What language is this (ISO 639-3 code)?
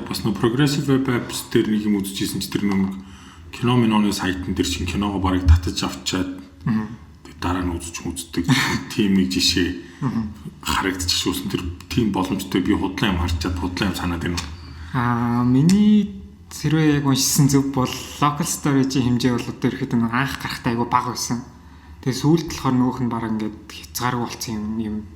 mon